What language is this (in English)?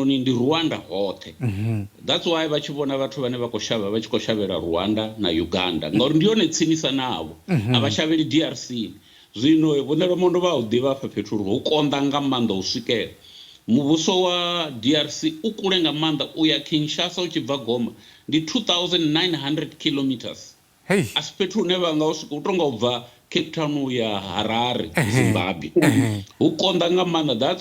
Venda